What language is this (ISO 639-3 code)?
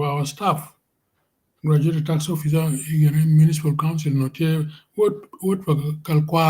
ach